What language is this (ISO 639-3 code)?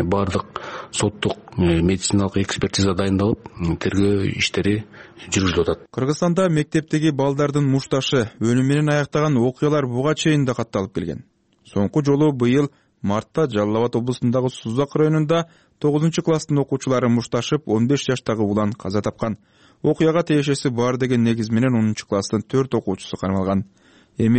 kir